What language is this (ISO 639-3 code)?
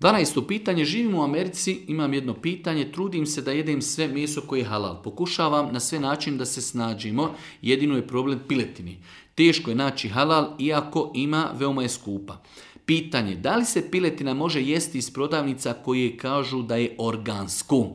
bos